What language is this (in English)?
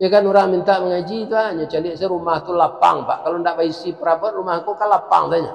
Minangkabau